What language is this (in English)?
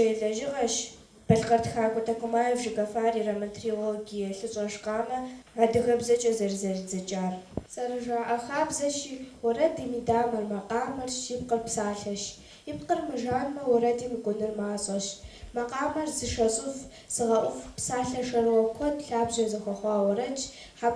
Kabardian